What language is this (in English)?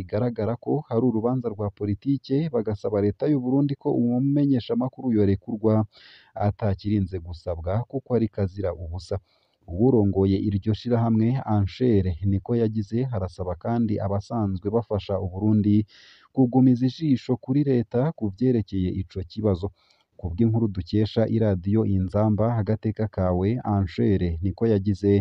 Rundi